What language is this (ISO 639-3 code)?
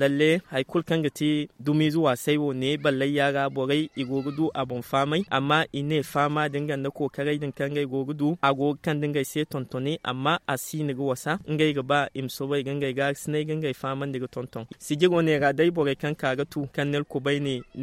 dje